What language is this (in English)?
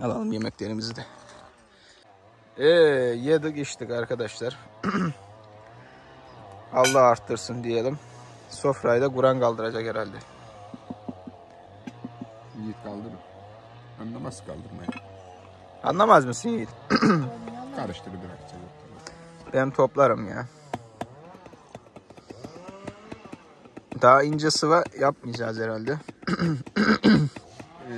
Turkish